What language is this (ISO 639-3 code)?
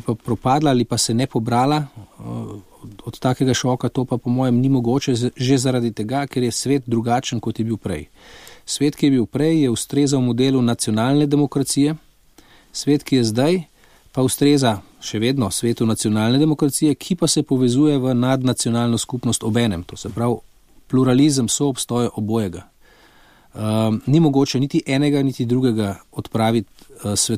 slv